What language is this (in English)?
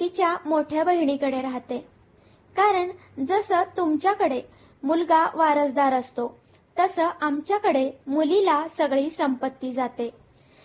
Marathi